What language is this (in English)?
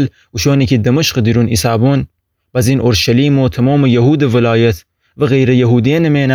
Gilaki